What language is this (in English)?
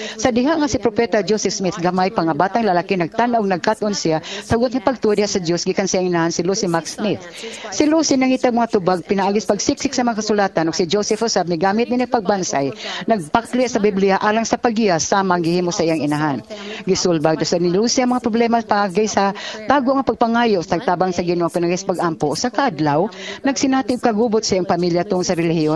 Cebuano